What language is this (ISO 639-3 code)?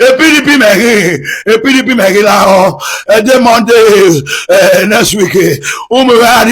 pcm